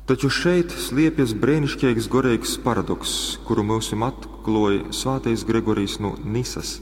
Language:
Latgalian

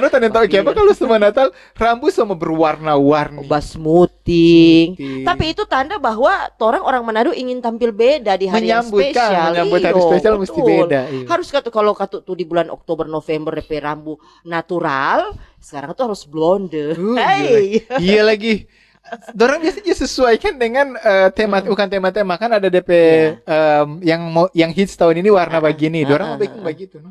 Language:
Manado Malay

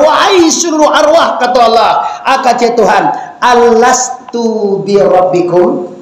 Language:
Minangkabau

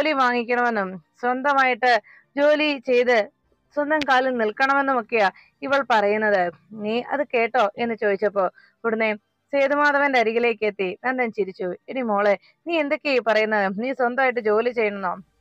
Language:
Malayalam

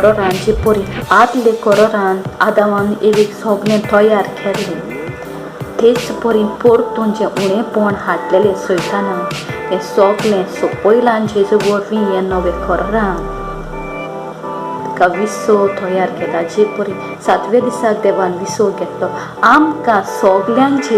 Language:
Konkani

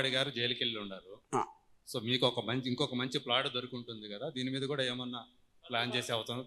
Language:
Telugu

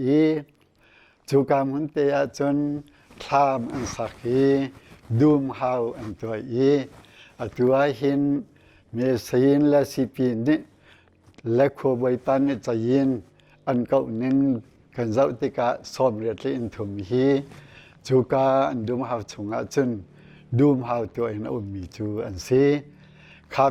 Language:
Hakha Chin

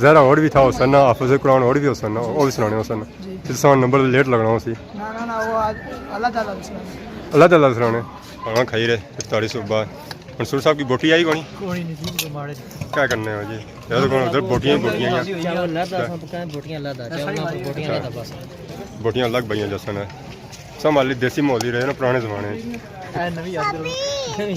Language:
Pahari-Potwari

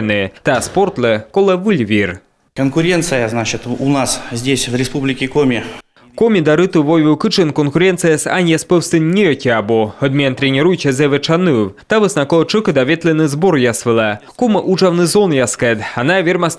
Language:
Komi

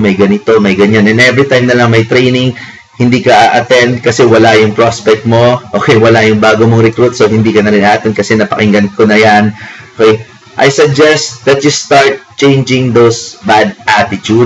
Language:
Filipino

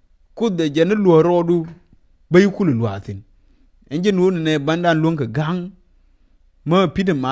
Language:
Nuer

